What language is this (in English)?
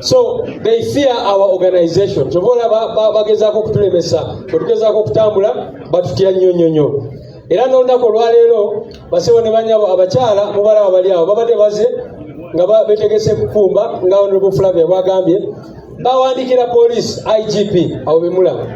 Ganda